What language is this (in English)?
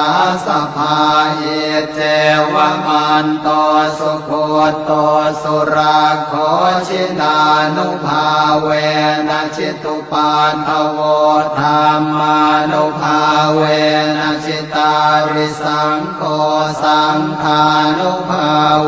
Pali